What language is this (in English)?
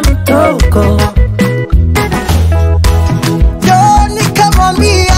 Kinyarwanda